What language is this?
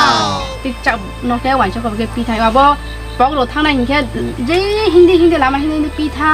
Riang (India)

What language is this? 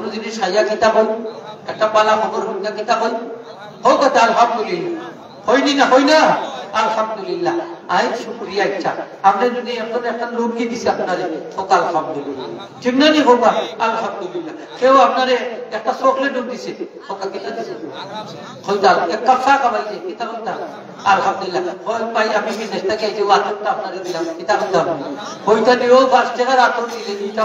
Sylheti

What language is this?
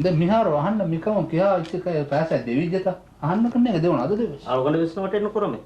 Divehi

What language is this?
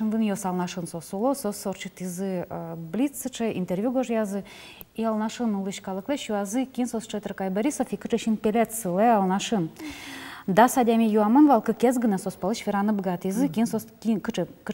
Udmurt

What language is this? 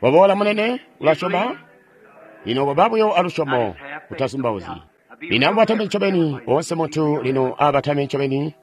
Tonga (Zambia)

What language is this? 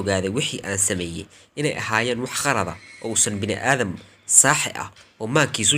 Somali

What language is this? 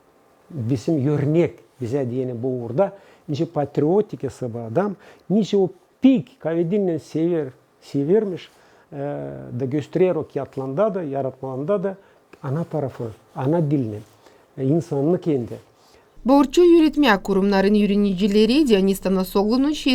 Gagauz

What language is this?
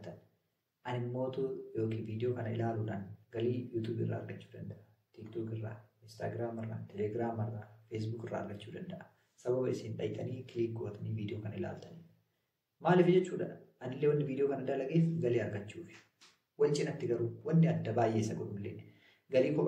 Oromo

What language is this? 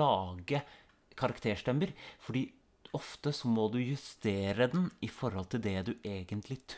Norwegian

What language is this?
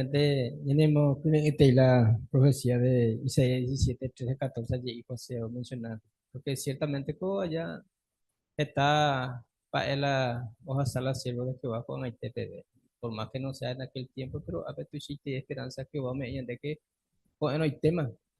Guarani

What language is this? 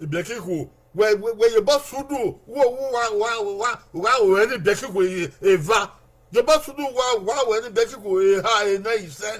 Bini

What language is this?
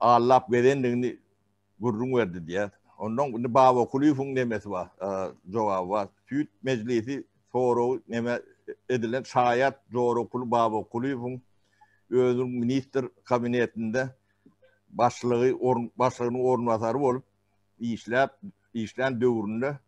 Turkmen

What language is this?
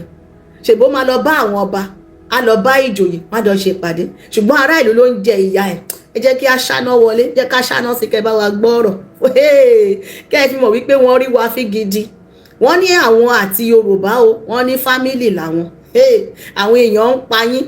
Yoruba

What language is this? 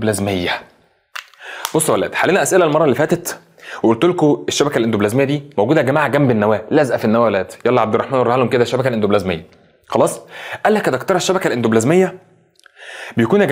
Egyptian Arabic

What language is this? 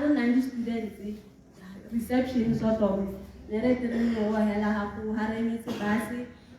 Tswana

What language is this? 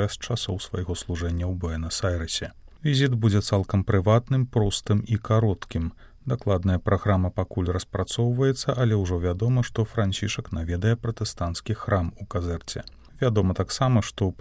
Belarusian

